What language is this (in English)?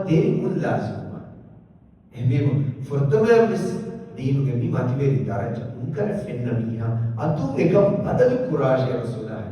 Divehi